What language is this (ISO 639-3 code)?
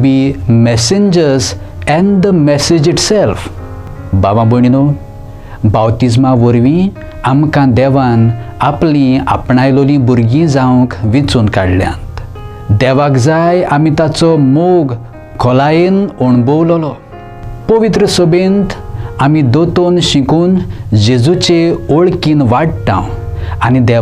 kok